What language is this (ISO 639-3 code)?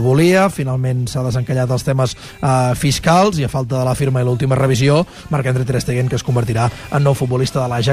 cat